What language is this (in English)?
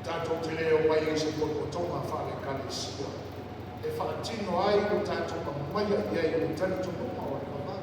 Samoan